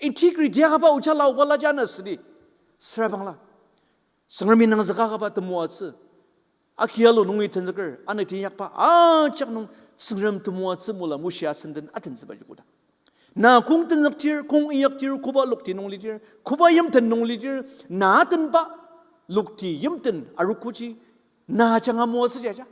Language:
Ao Naga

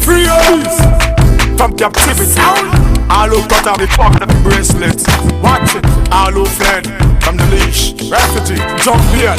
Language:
Jamaican Creole English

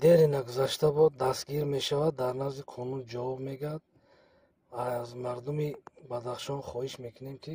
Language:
Tajik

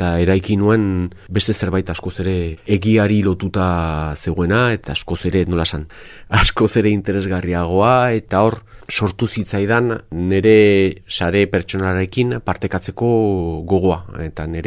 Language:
Basque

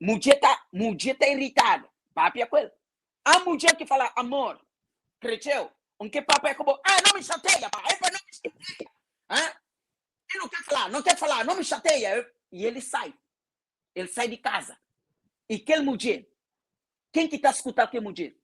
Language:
Kabuverdianu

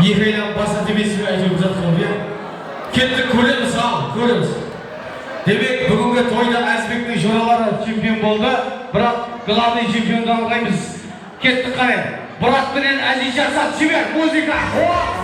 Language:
Kara-Kalpak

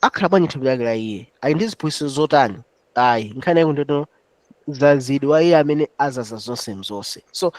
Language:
Nyanja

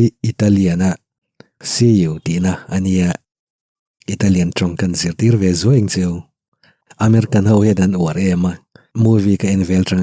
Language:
Mizo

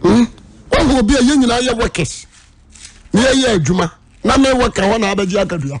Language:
Akan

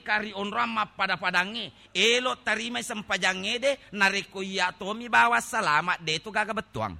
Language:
Buginese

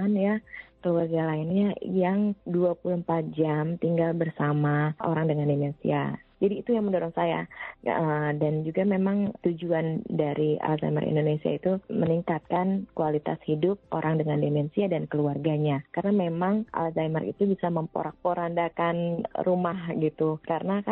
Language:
Indonesian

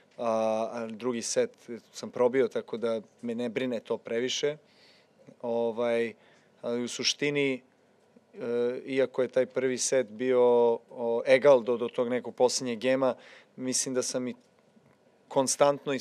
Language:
Serbian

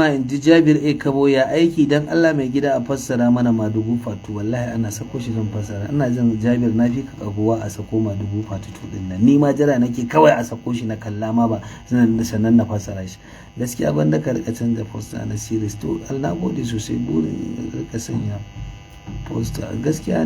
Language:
Hausa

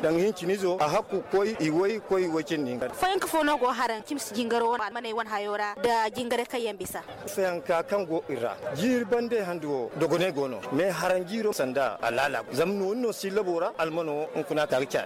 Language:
Zarma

